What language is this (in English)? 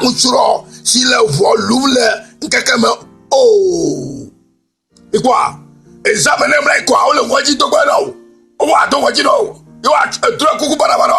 Ewe